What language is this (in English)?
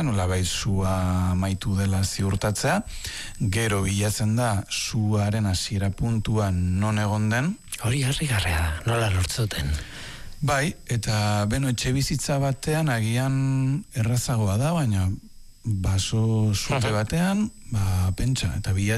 Basque